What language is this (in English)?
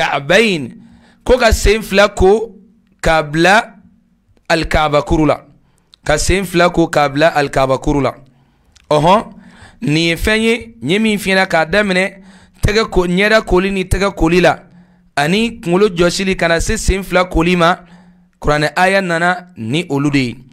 Bambara